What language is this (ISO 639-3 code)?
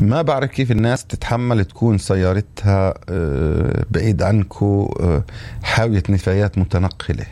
apc